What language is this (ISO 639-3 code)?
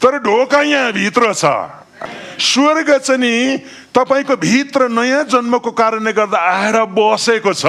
nep